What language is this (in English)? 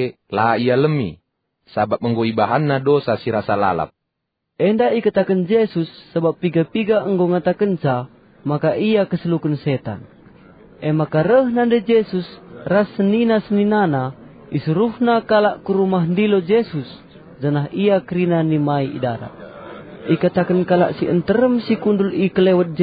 Batak Karo